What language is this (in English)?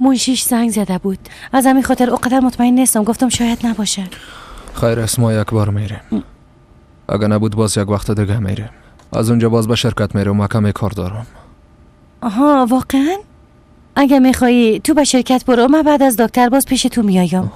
Persian